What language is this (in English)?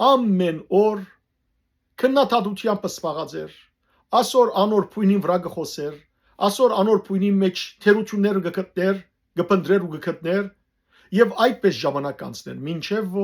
Western Armenian